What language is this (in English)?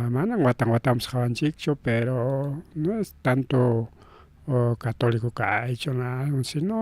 Ayacucho Quechua